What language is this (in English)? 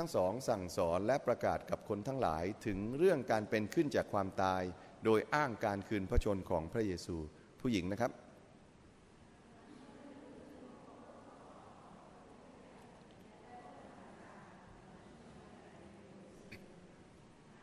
Thai